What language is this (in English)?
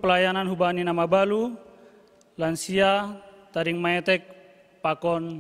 Batak Simalungun